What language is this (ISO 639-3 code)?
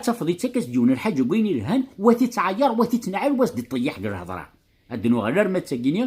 kab